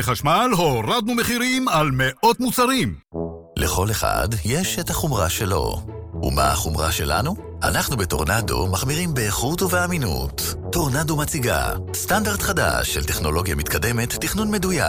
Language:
Hebrew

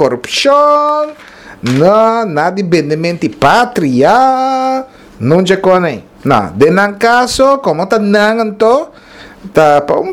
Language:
Papiamento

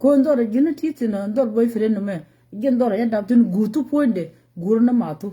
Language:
Nuer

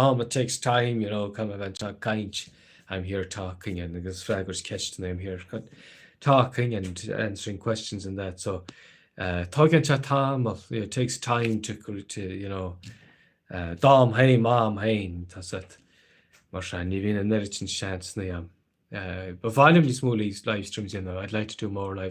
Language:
Irish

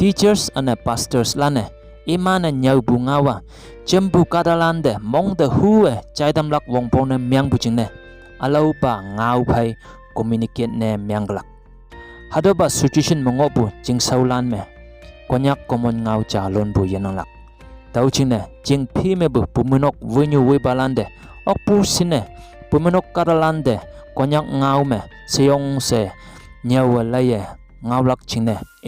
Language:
Konyak Naga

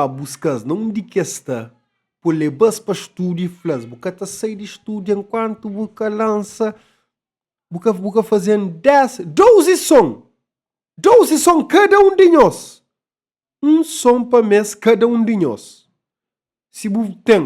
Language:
Kabuverdianu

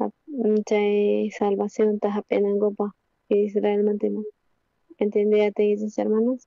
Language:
South Bolivian Quechua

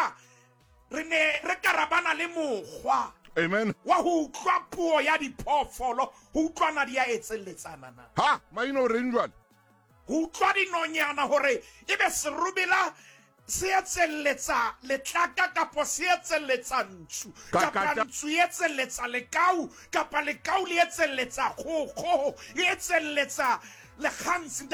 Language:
Southern Sotho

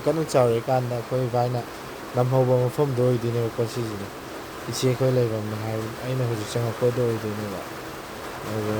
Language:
Manipuri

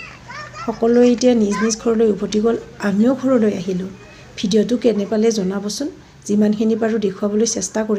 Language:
Assamese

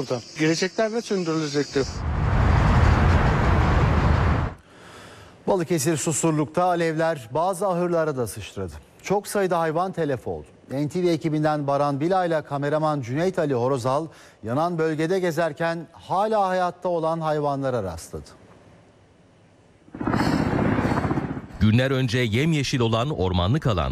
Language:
Turkish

